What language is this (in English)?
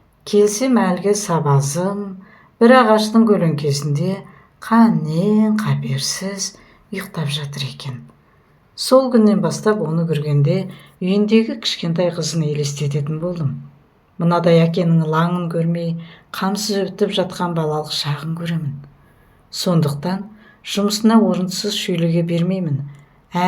Kazakh